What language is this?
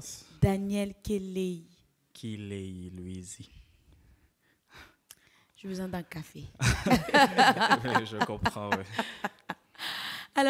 French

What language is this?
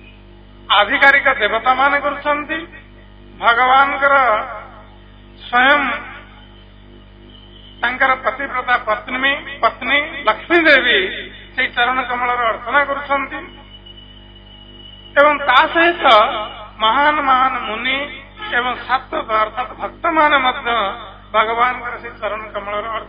Odia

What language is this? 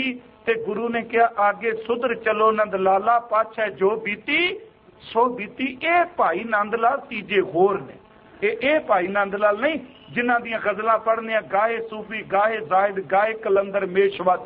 Punjabi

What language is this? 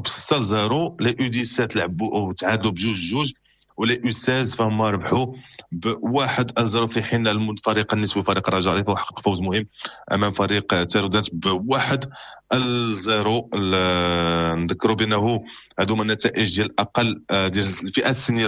Moroccan Arabic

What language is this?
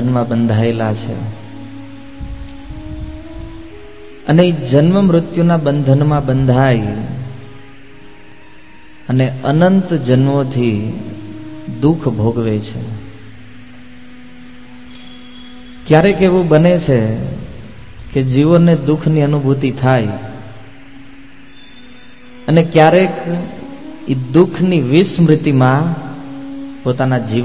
Gujarati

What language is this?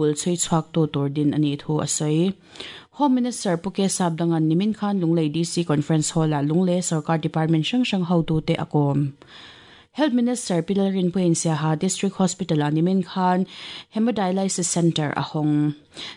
Mizo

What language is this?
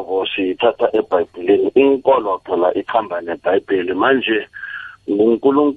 South Ndebele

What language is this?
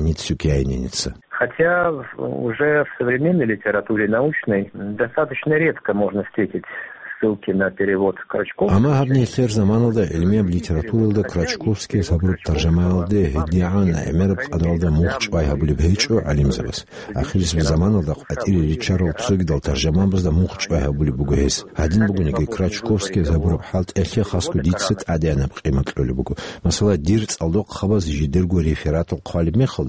Avaric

